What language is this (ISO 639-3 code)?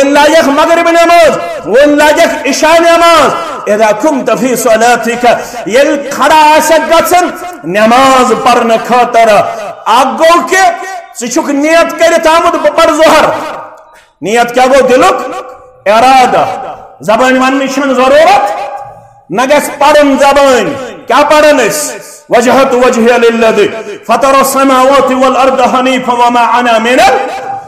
kas